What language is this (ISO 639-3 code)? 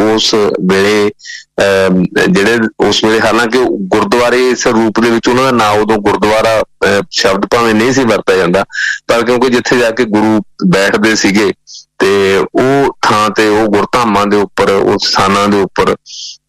pan